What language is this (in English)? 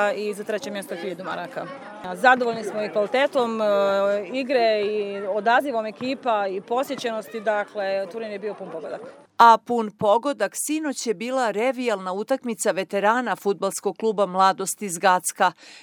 Serbian